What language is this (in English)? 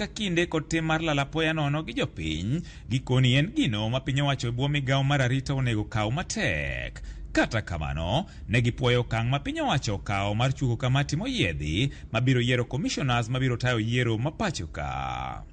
Luo (Kenya and Tanzania)